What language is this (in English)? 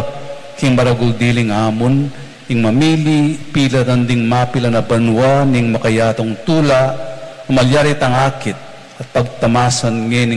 Pampanga